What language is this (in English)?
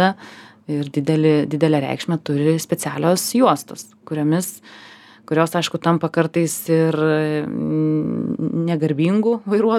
Lithuanian